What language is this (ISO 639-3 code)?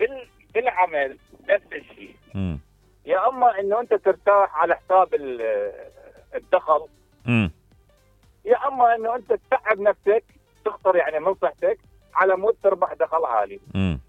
acm